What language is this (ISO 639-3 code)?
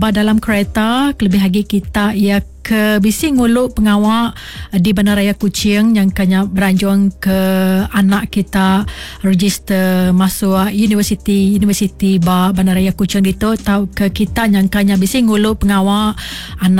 iba